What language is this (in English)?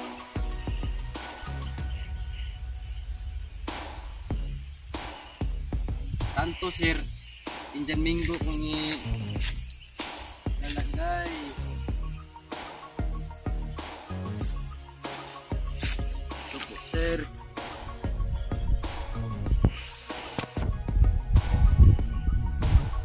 Filipino